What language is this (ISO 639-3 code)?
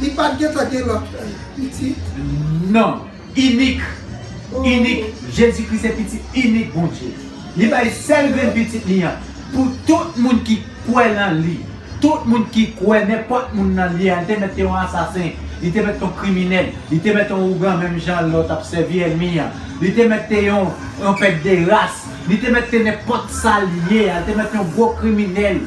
hat